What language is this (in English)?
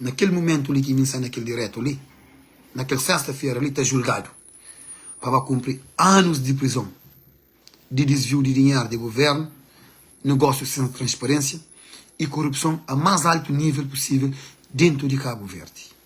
Kabuverdianu